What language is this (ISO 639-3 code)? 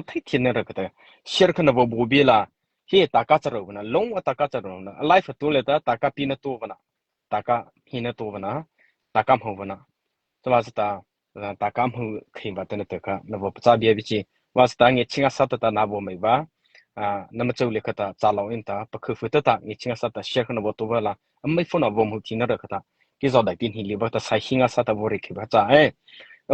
mrh